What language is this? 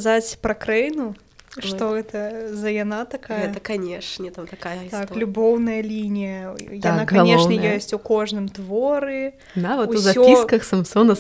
Belarusian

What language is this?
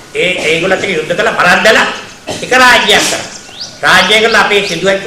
Sinhala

